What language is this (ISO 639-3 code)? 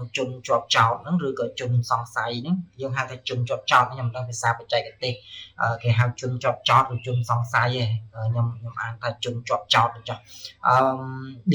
khm